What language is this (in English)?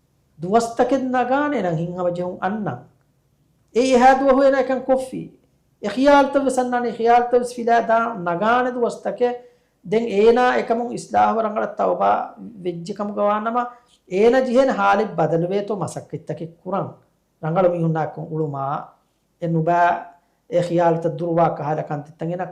Divehi